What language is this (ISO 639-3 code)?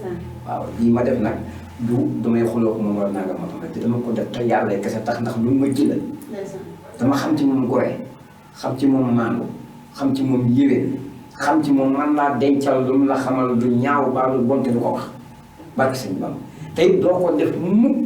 wol